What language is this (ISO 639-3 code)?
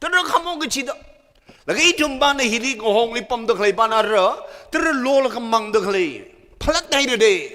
nmf